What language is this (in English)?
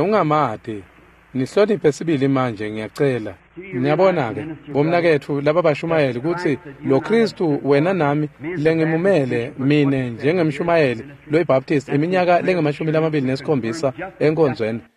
Swati